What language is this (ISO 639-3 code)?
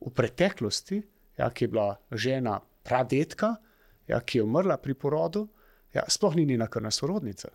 slv